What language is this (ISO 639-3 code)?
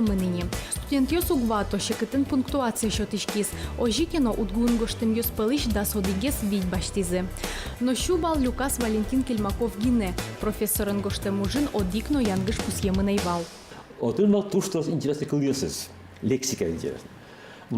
udm